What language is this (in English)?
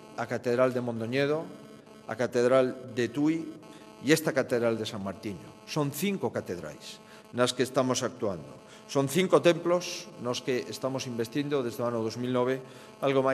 Galician